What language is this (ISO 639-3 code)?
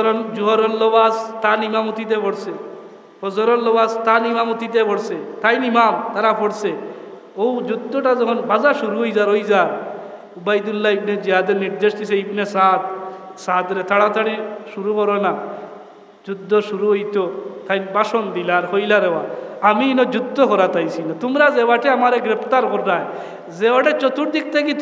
syl